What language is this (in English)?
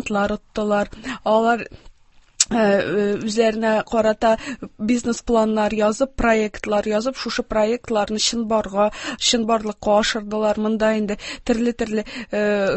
Tatar